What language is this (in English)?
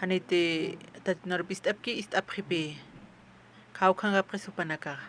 Aymara